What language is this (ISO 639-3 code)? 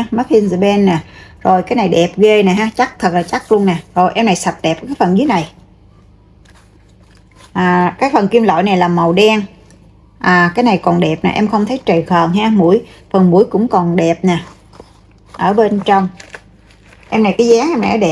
vie